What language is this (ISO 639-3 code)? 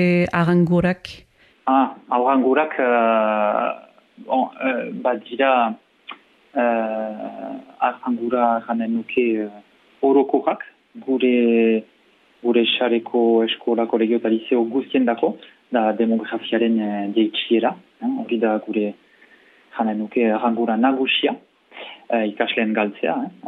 eus